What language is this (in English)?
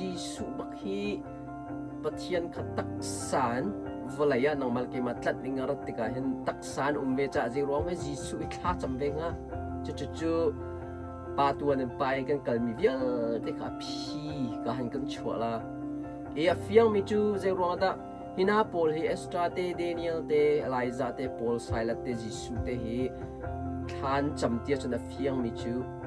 Hakha Chin